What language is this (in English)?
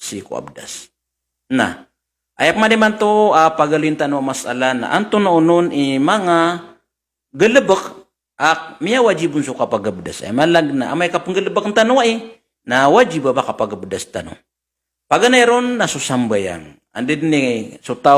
Maranao